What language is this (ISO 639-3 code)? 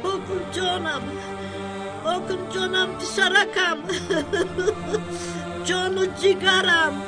tgk